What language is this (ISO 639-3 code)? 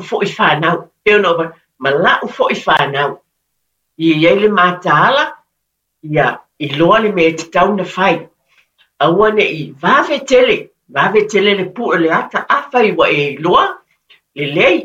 smo